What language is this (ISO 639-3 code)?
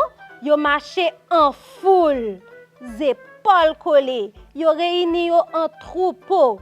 hat